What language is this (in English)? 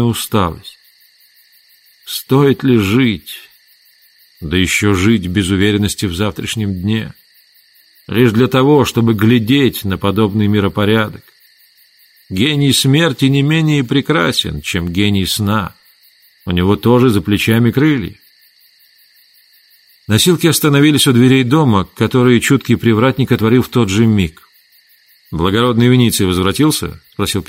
Russian